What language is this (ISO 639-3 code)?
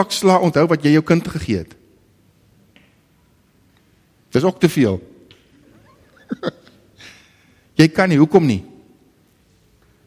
afr